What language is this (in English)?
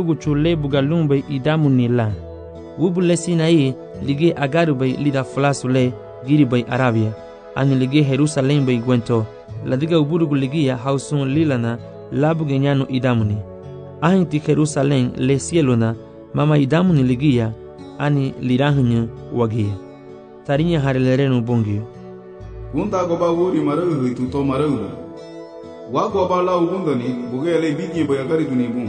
Garifuna